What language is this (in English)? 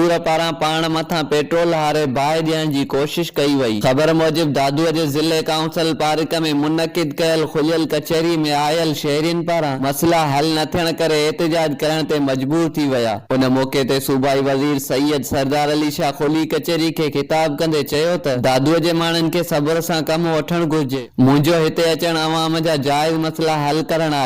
Sindhi